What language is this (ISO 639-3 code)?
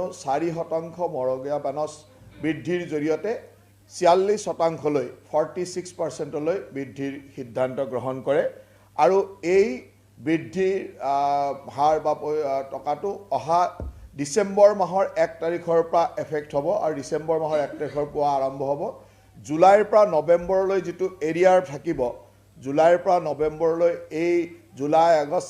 asm